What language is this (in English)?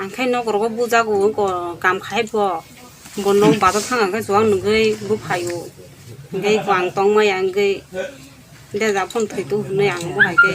Kok Borok